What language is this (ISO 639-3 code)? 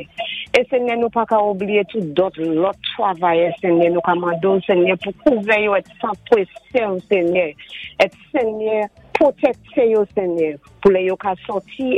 acf